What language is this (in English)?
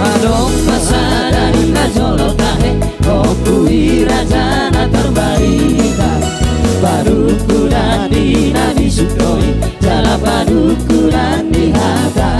Batak Toba